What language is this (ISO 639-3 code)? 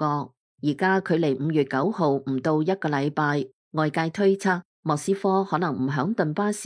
yue